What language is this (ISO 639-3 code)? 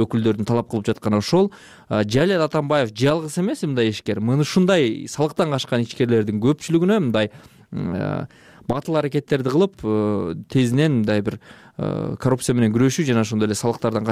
kir